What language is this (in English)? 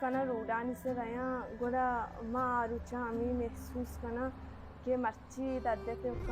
Baluchi